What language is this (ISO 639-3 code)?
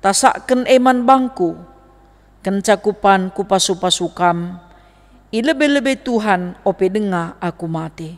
btx